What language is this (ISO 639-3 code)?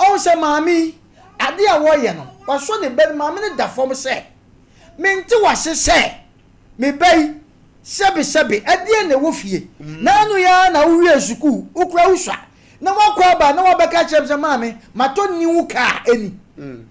aka